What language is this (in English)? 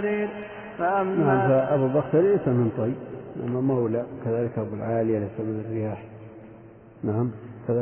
Arabic